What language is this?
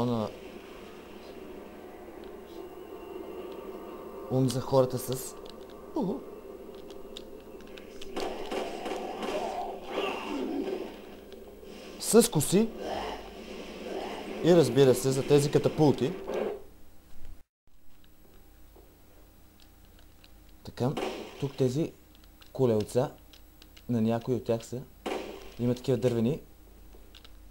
Bulgarian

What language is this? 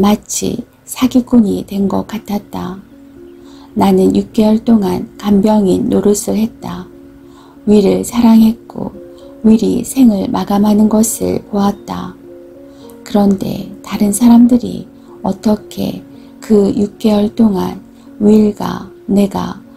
Korean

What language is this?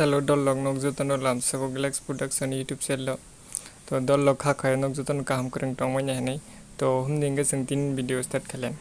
Kok Borok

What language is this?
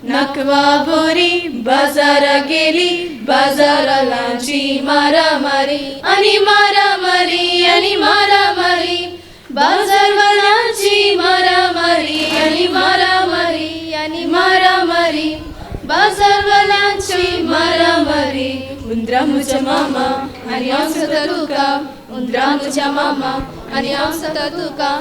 Konkani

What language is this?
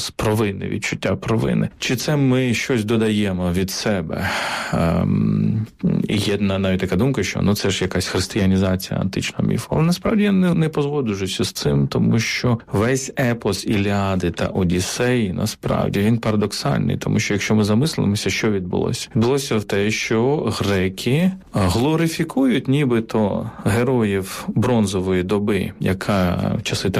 Ukrainian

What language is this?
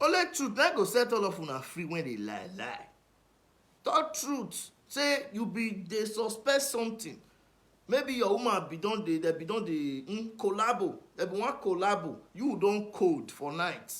Nigerian Pidgin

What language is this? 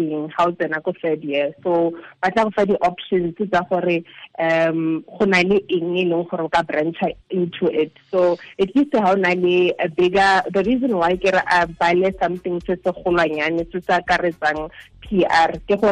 Tswana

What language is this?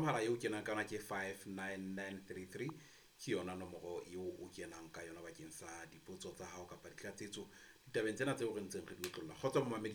Southern Sotho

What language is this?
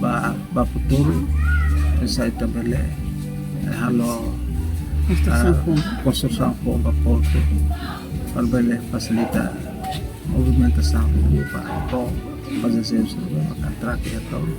Tetum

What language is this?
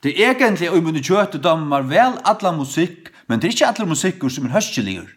Faroese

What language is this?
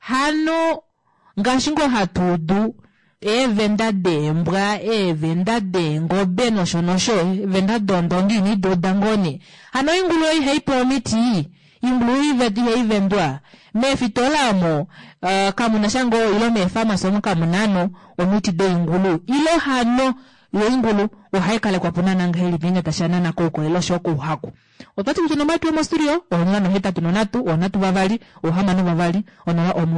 Kuanyama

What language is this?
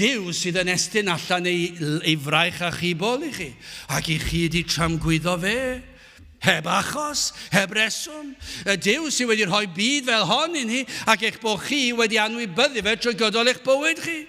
Welsh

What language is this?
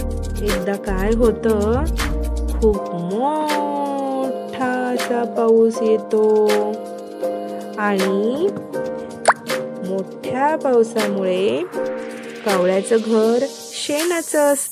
Marathi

